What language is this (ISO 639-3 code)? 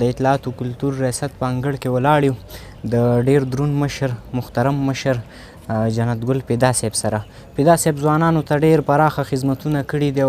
pus